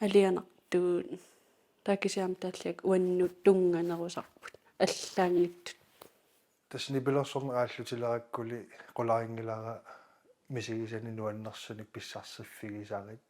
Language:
Kalaallisut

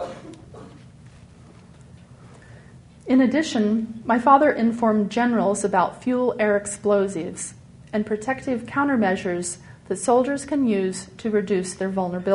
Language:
English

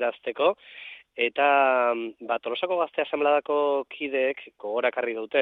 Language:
Basque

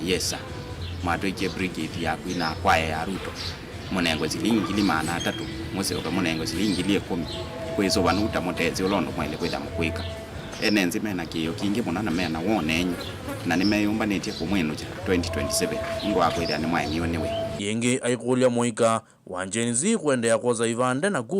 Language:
Kamba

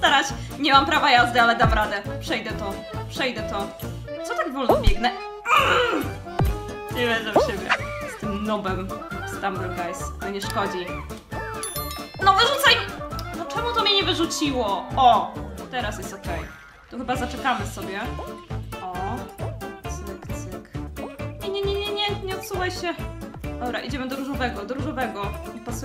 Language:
Polish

